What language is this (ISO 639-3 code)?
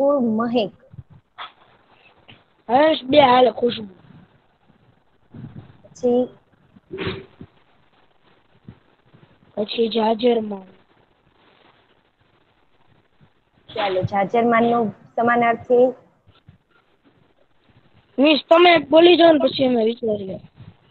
guj